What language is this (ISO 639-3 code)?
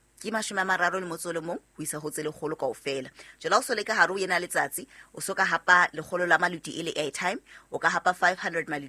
sot